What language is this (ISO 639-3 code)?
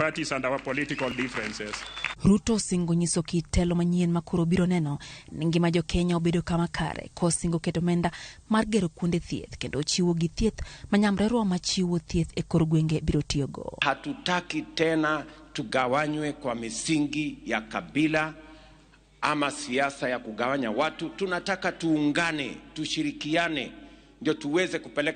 luo